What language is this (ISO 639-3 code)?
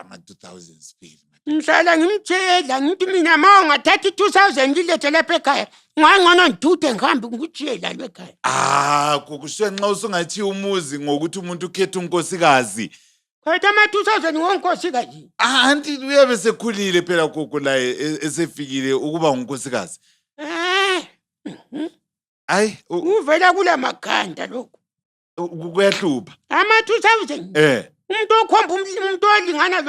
nde